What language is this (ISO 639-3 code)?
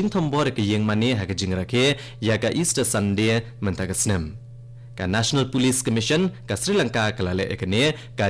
kha